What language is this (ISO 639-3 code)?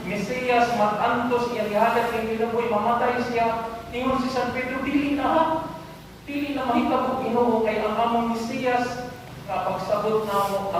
ceb